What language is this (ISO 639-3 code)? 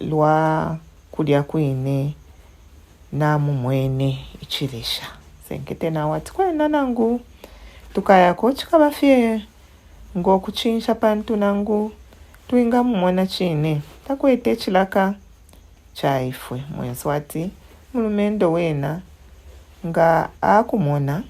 bem